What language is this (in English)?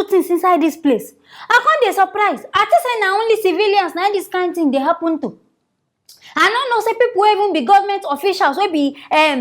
Nigerian Pidgin